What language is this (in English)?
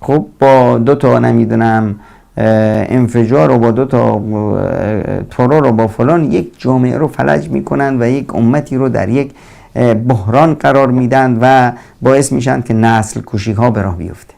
Persian